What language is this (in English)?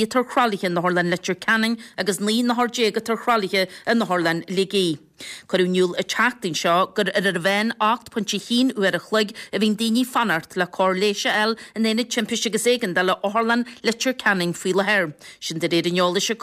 Irish